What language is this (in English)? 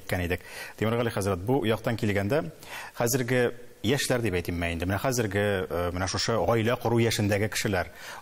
Tatar